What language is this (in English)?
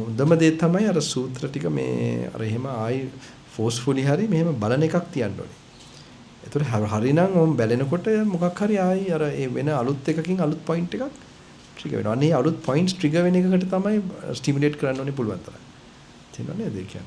Sinhala